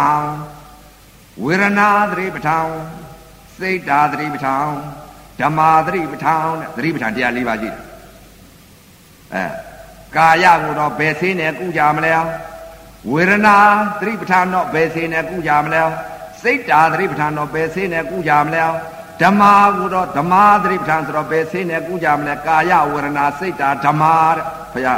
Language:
Burmese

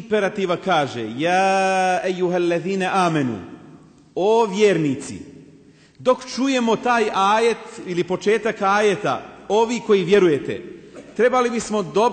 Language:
Bosnian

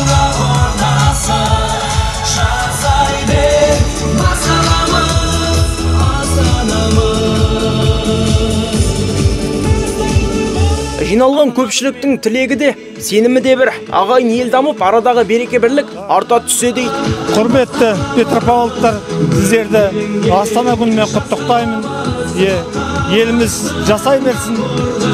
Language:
Kazakh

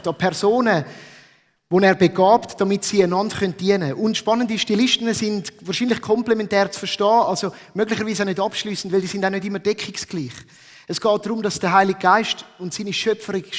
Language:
Swiss German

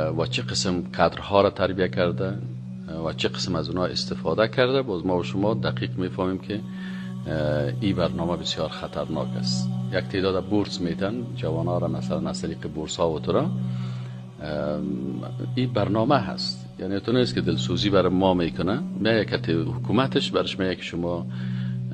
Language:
Persian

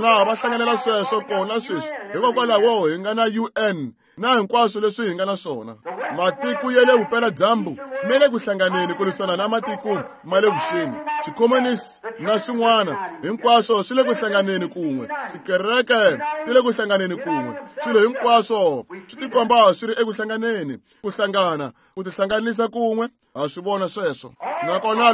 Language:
Tsonga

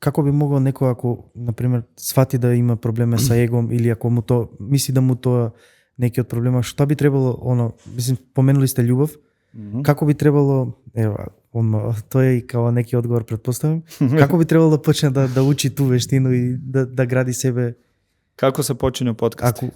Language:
Macedonian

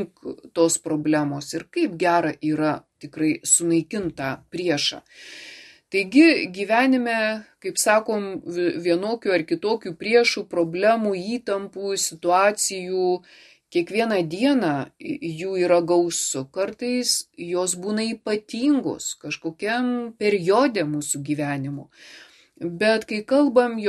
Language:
Lithuanian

